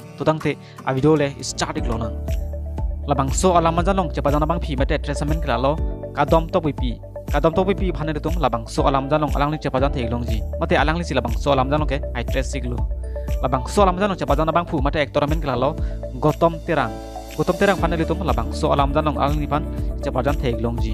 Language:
Karbi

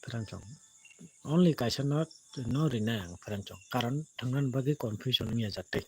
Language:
Kok Borok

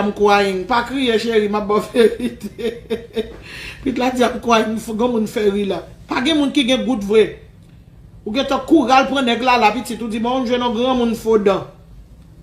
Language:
Haitian Creole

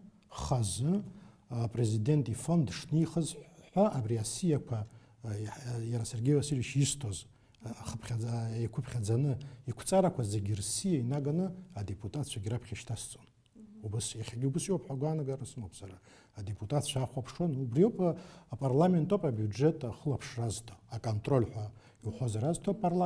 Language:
Abkhazian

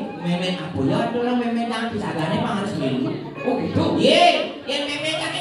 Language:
Balinese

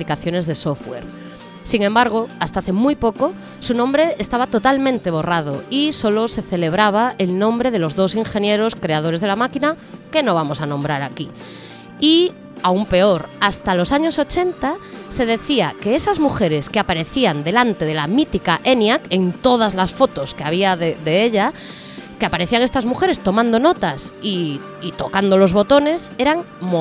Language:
Spanish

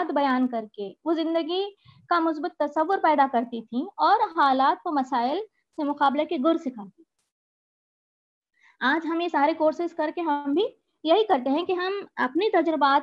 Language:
Urdu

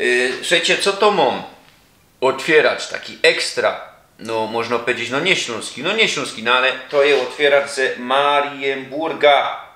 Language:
Silesian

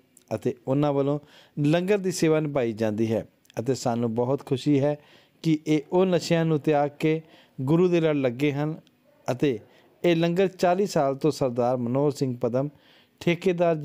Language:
Punjabi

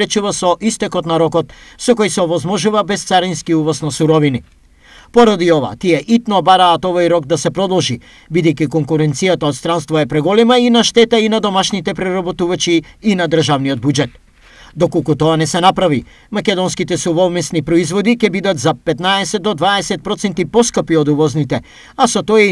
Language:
Macedonian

